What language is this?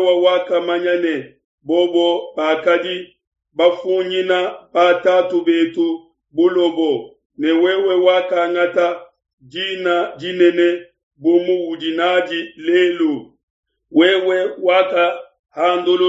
Luba-Lulua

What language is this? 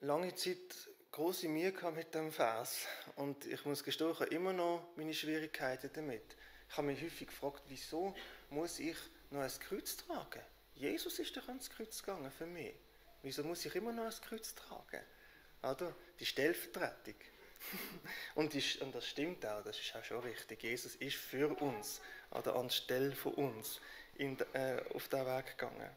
Swiss German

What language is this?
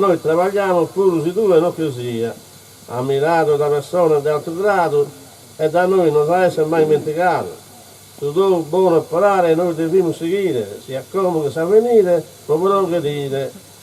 Sardinian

